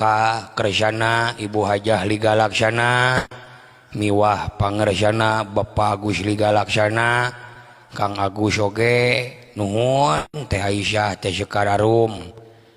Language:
Sundanese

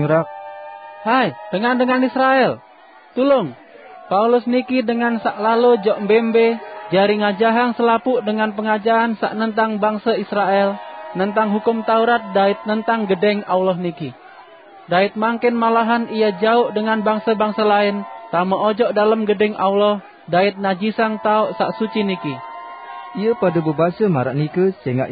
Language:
Sasak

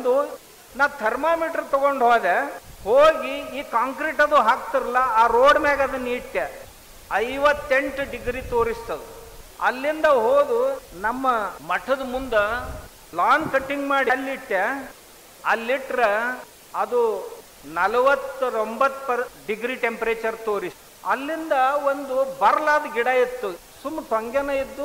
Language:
Kannada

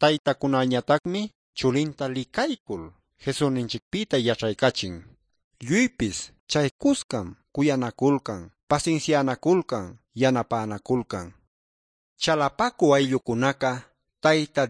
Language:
Quechua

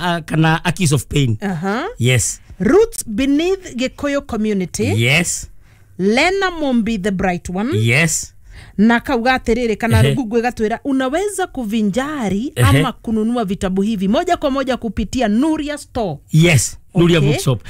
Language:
Kikuyu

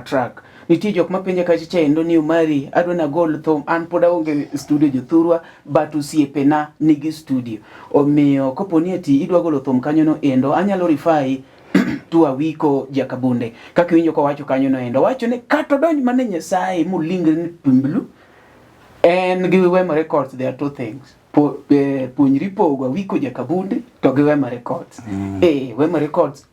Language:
Luo (Kenya and Tanzania)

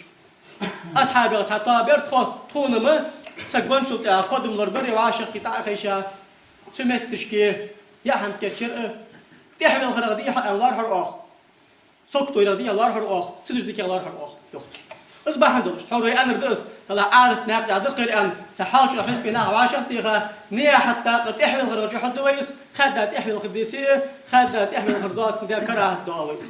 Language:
Ingush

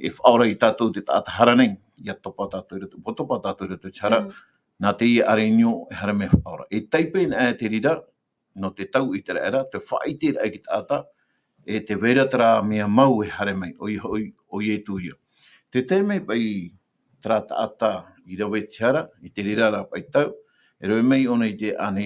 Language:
Tahitian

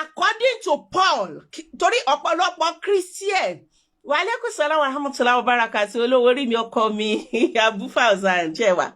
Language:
Yoruba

